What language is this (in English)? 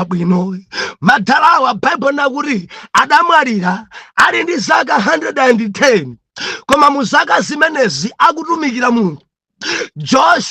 Nyanja